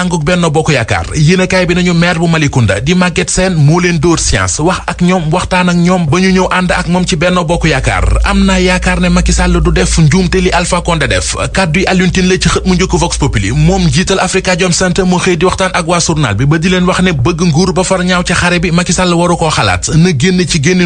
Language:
Wolof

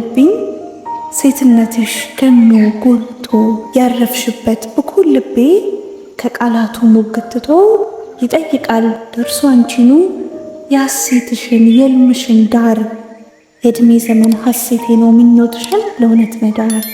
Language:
Amharic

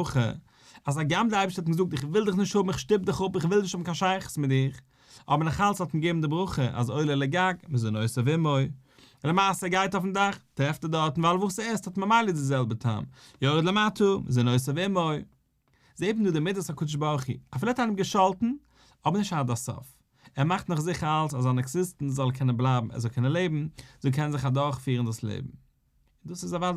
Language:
Yiddish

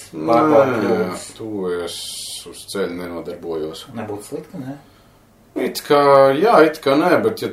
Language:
Latvian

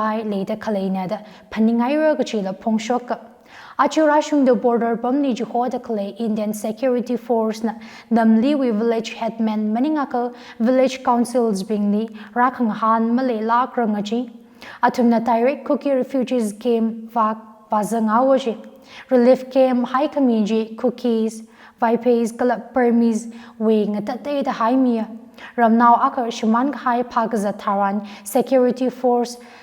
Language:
Tangkhul Naga (India)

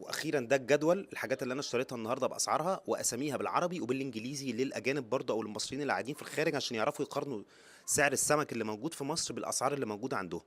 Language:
Egyptian Arabic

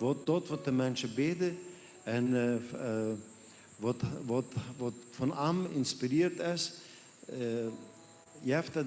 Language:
Plautdietsch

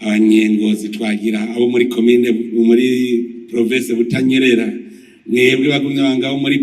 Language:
Rundi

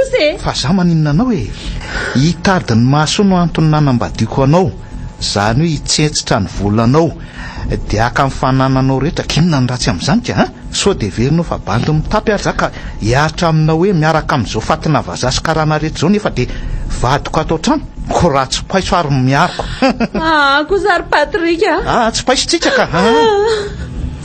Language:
Malagasy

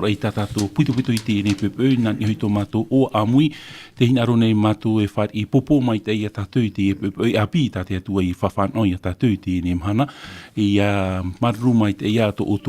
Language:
Tahitian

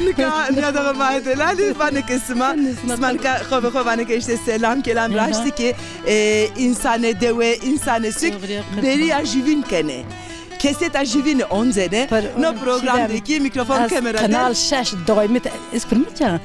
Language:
Zaza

